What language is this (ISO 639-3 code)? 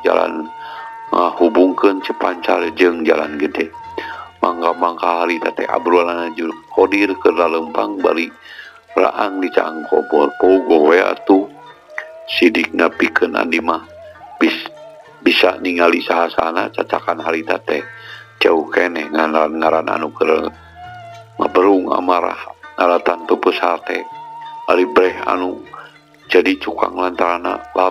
sun